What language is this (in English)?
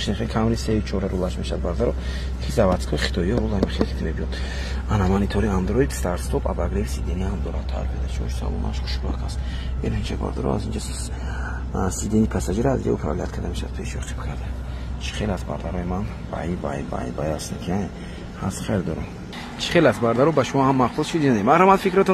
Tajik